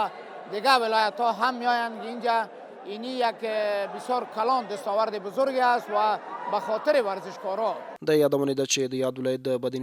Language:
Pashto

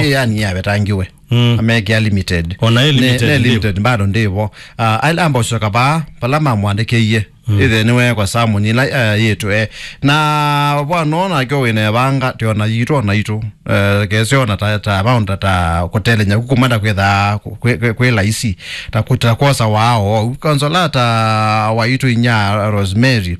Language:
Kamba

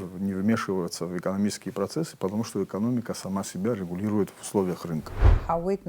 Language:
Abkhazian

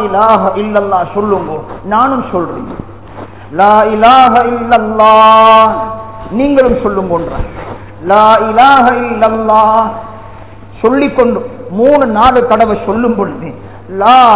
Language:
Tamil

